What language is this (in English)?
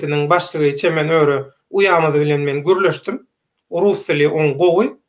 Turkmen